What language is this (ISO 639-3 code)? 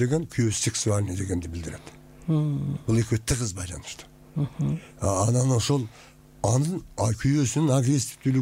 kir